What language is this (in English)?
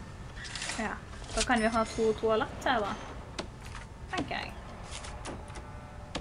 Norwegian